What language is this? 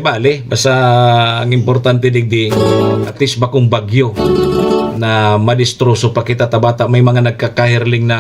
Bikol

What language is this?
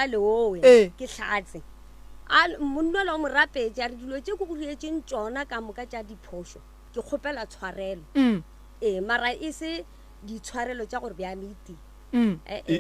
Northern Sotho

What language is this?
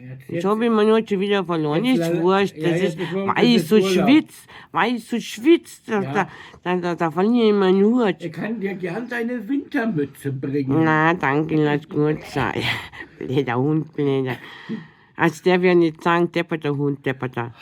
Bavarian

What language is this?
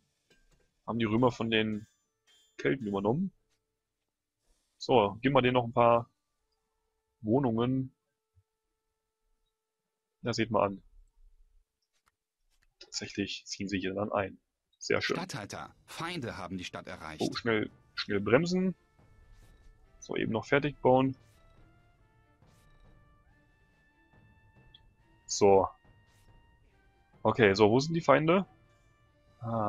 German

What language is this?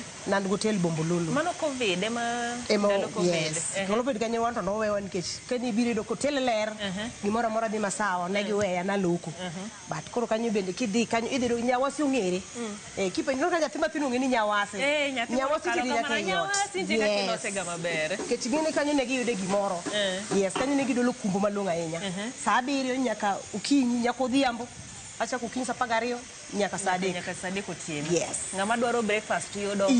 Luo (Kenya and Tanzania)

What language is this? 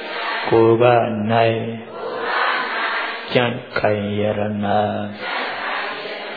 Burmese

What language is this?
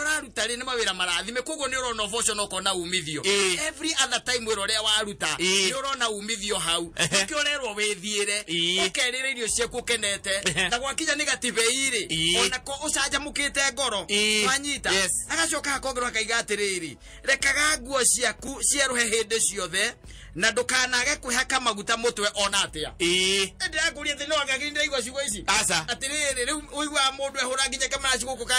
Kikuyu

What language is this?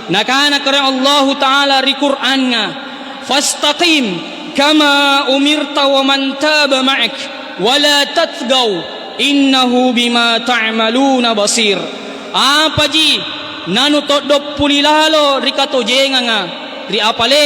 Makasar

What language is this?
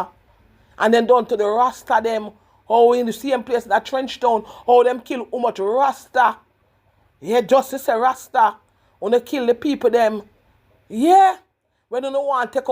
Jamaican Creole English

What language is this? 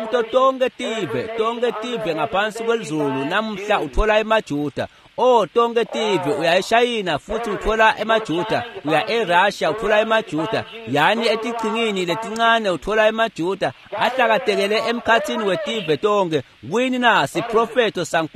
Swati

